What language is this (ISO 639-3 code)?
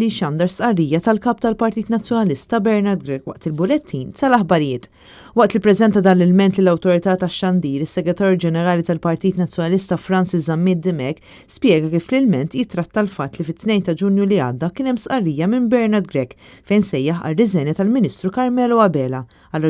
mlt